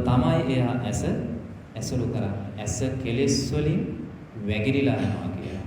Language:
Sinhala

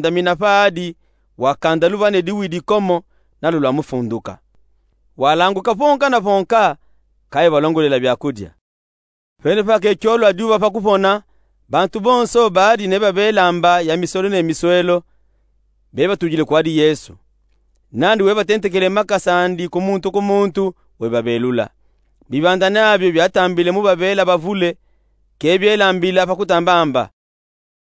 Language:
Luba-Katanga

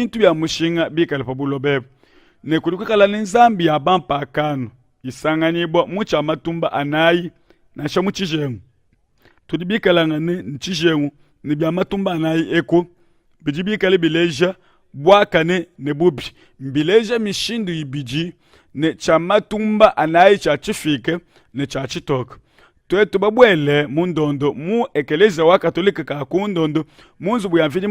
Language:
Luba-Lulua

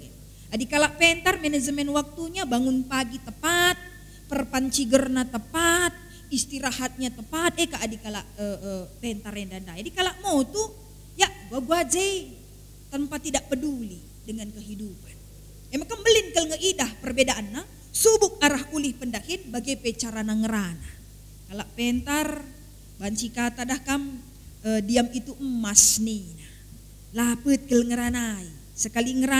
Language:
Batak Karo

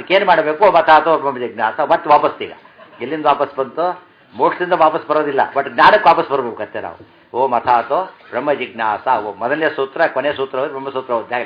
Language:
Kannada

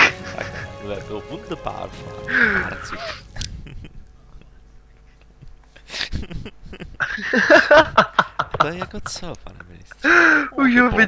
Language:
Czech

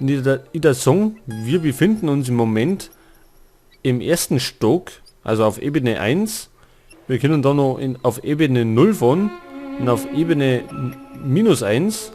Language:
Bavarian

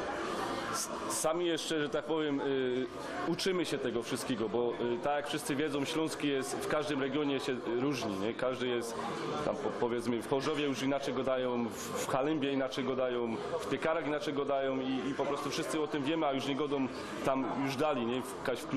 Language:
Silesian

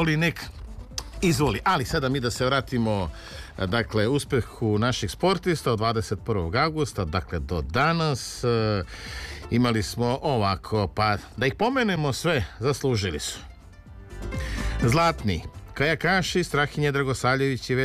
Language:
Serbian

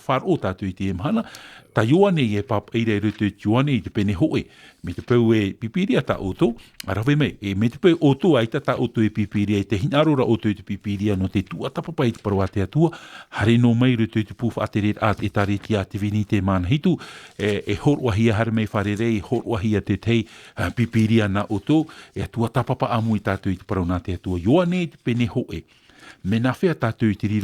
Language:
Tahitian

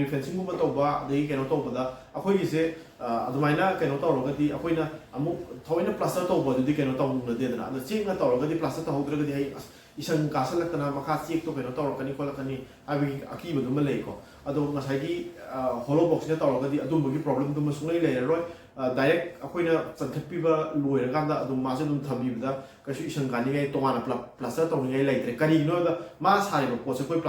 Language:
Manipuri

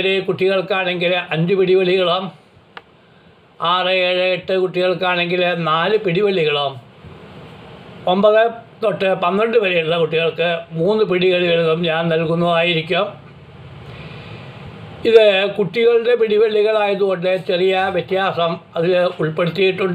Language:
Malayalam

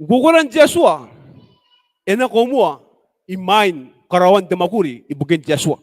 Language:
Gilbertese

